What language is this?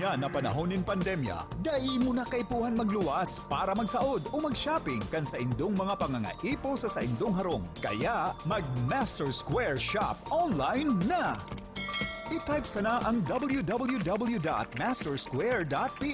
Bikol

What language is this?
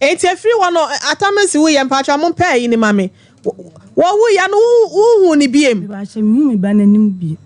Akan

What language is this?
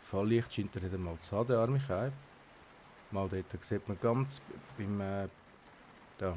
Swiss German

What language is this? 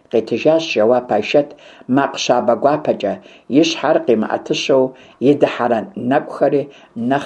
Kabardian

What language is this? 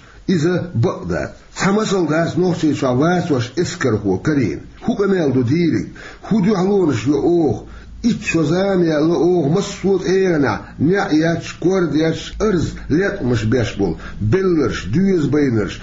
Chechen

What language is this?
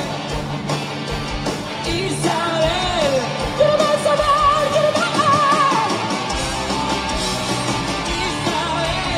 Spanish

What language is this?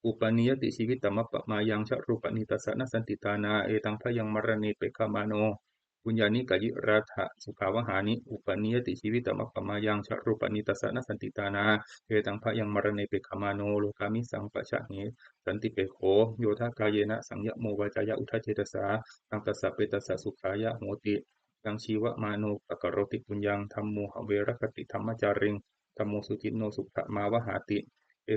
Pali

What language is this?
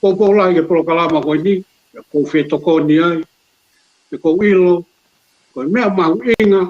Tongan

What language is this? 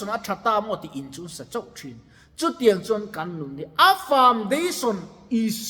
Mizo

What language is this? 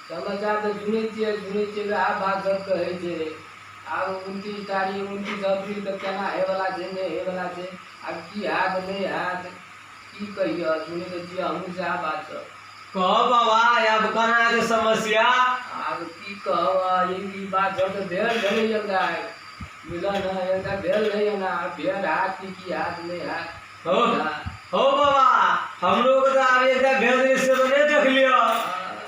Maithili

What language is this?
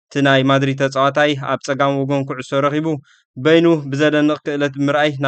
Tigrinya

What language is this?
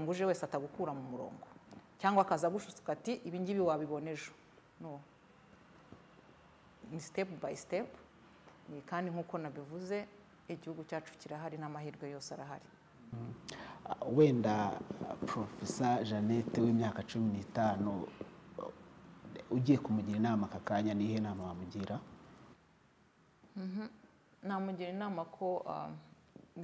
Kinyarwanda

